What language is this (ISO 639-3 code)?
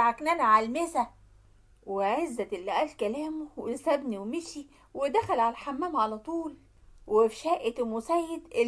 arz